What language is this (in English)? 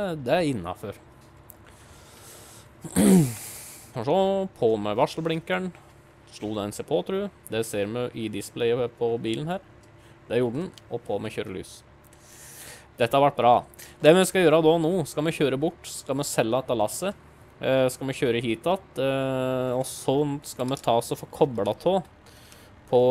Norwegian